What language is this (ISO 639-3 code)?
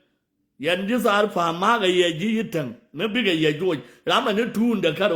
nus